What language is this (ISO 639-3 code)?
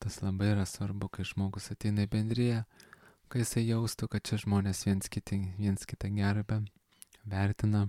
lit